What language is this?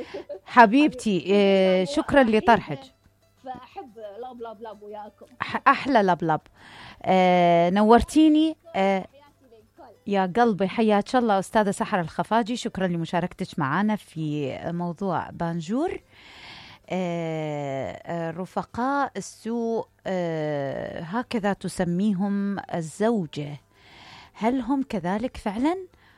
Mesopotamian Arabic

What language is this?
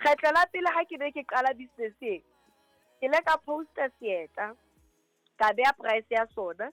Southern Sotho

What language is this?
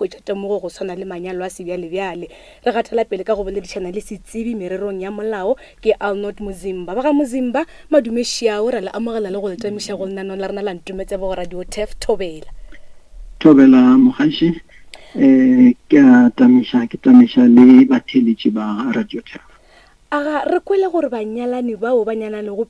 Northern Sotho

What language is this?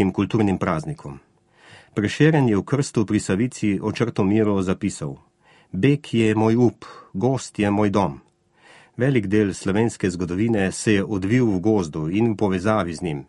Slovenian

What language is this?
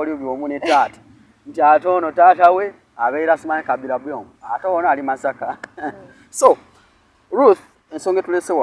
Ganda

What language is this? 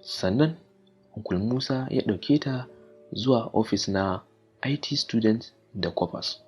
Hausa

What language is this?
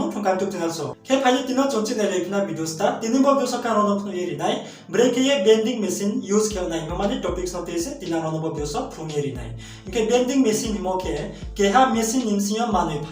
Riang (India)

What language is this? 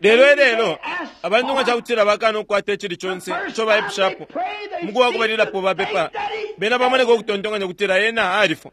Bemba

